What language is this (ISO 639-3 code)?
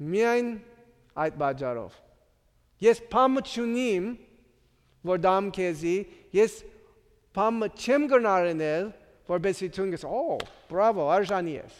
hyw